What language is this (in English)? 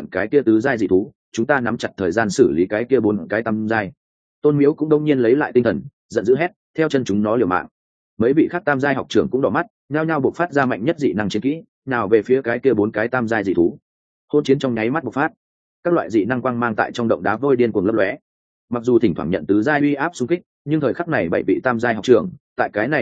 Vietnamese